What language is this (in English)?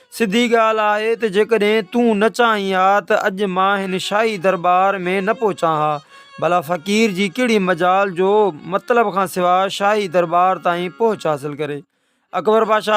Sindhi